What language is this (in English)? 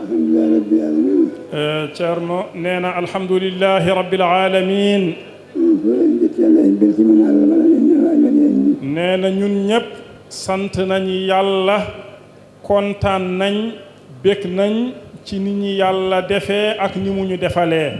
Fula